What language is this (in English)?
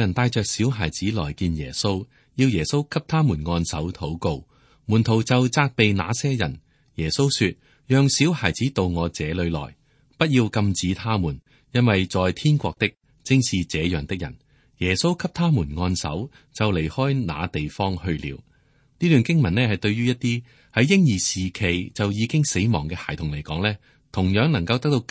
Cantonese